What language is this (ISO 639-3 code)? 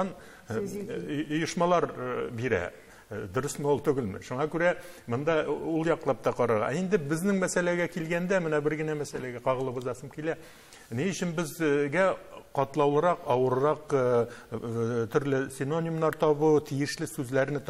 tat